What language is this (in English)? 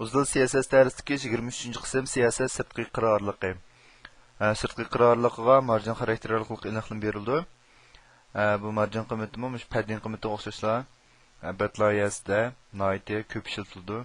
Uyghur